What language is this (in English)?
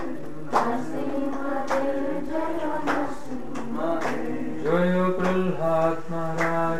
Kannada